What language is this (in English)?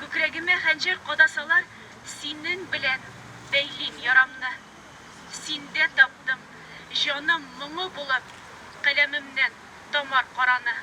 Tatar